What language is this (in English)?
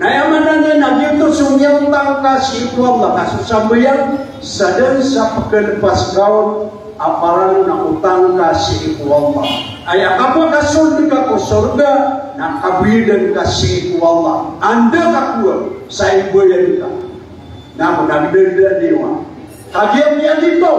Maranao